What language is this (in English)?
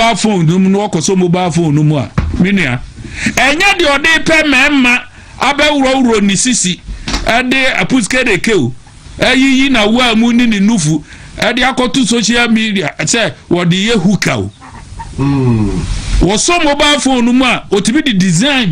Akan